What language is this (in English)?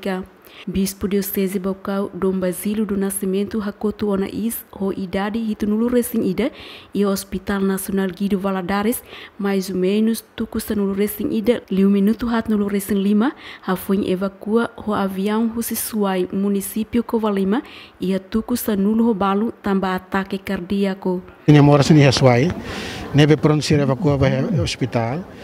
Tetum